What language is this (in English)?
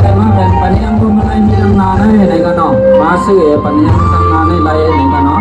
Shan